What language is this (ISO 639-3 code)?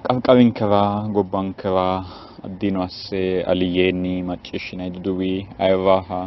sid